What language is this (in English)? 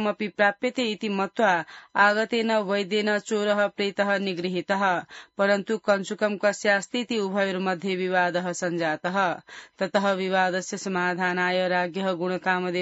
Sanskrit